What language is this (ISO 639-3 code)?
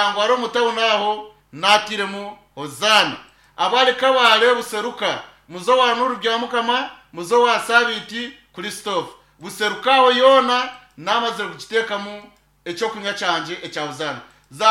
nyn